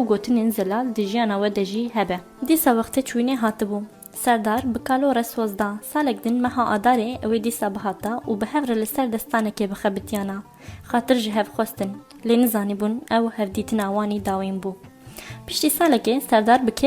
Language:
Kurdish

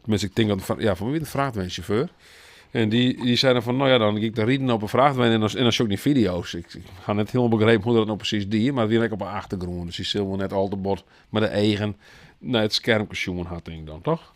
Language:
Western Frisian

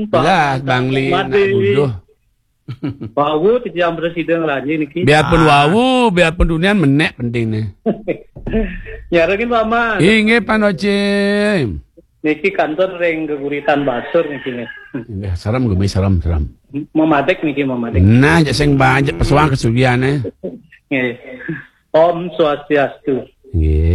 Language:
Balinese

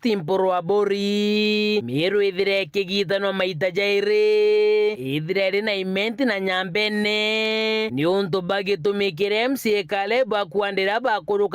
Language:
Meru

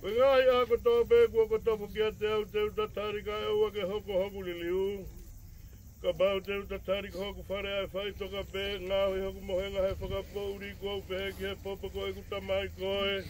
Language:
Tongan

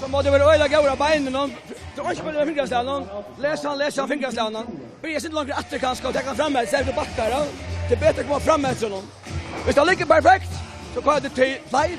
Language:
Faroese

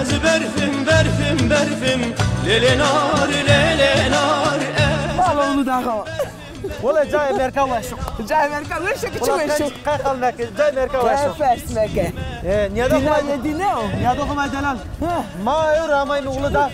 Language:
Zaza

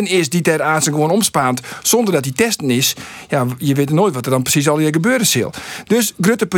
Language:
Western Frisian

